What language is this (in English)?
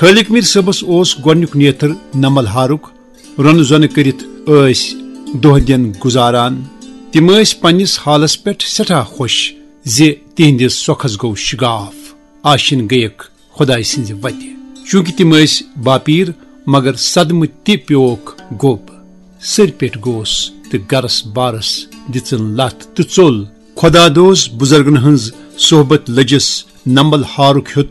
Kashmiri